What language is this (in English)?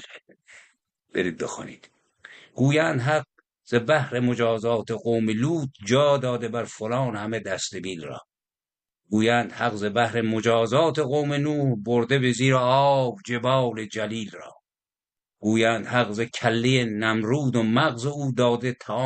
Persian